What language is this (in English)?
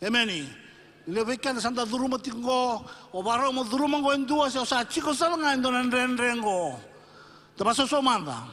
Fijian